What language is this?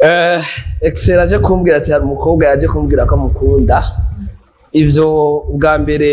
Rundi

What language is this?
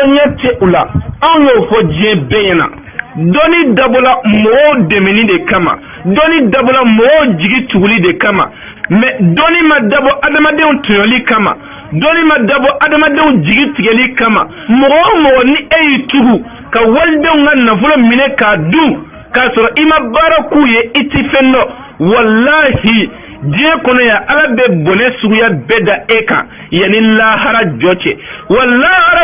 Bambara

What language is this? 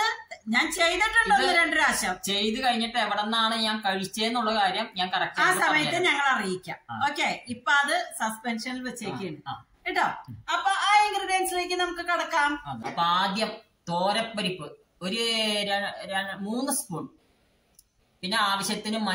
Malayalam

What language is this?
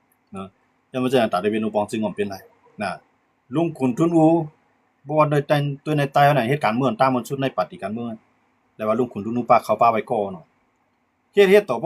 Shan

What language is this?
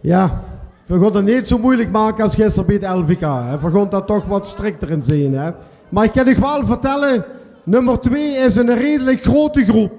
Limburgish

